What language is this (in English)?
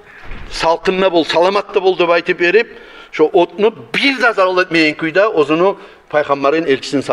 Kumyk